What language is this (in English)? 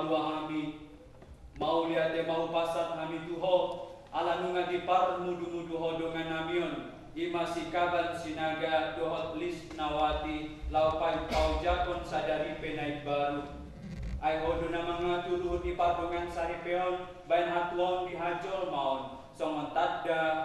Batak Toba